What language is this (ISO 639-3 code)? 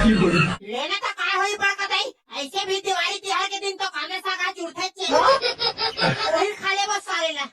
hne